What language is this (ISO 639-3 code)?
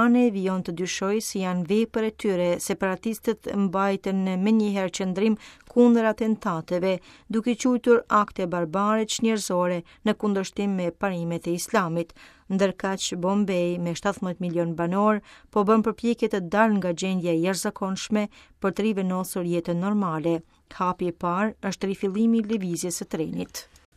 sqi